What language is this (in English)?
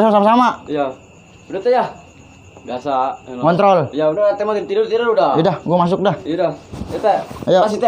Betawi